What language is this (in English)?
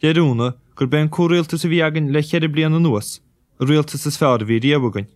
Irish